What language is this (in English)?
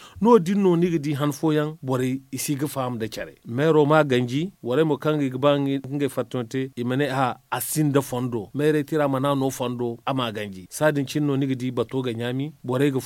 Zarma